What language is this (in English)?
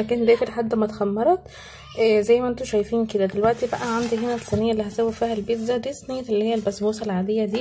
Egyptian Arabic